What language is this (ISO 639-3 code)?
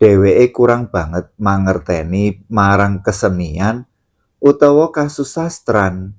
jav